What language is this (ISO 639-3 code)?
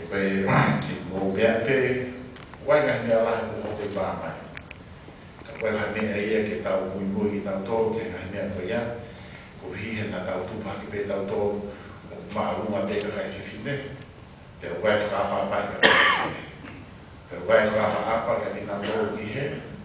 ton